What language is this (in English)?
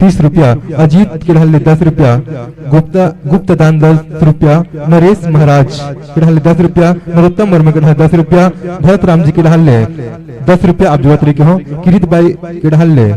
Chhattisgarhi